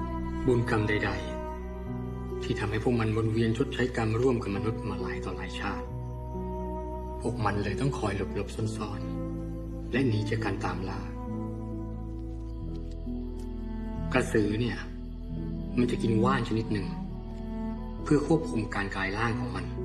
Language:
Thai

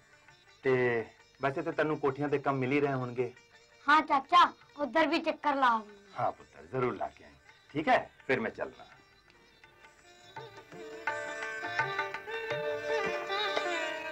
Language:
Punjabi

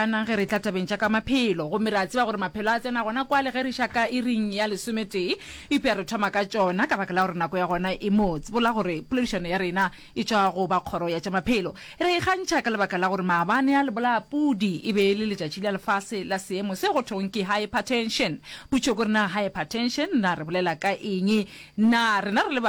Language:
Northern Sotho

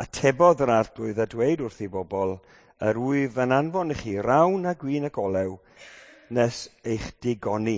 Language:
Welsh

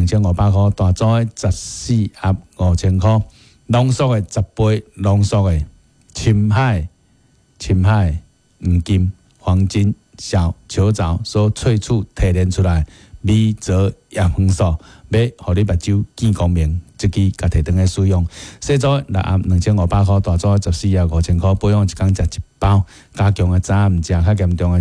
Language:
Min Nan Chinese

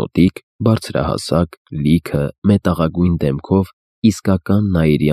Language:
Armenian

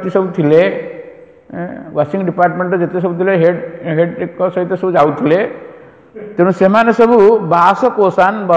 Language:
Odia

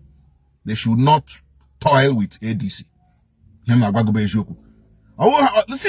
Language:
Igbo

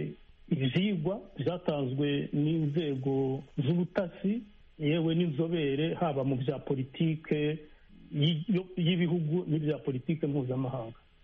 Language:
Kinyarwanda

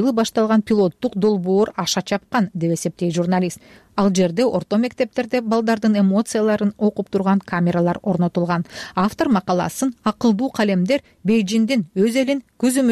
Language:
Kyrgyz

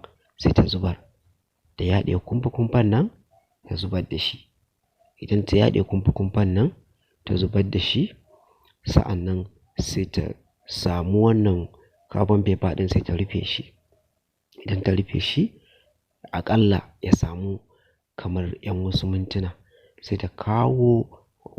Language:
Hausa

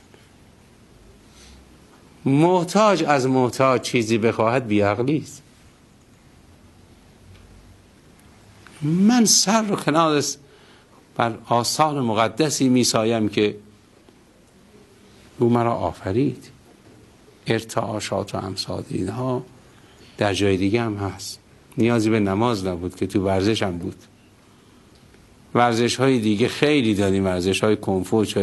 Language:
Persian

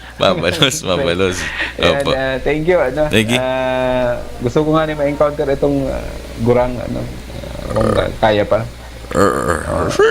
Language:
Bikol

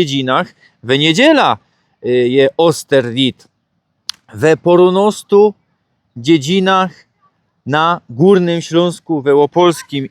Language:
Silesian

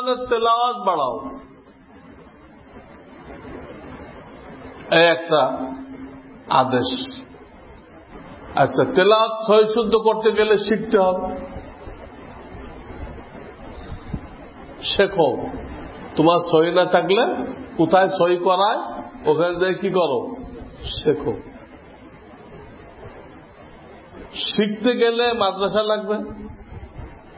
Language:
Bangla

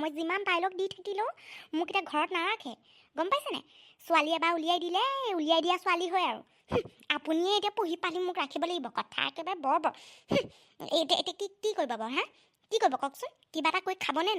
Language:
Assamese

